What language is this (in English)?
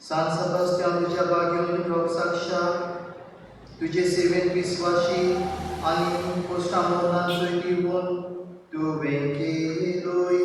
Konkani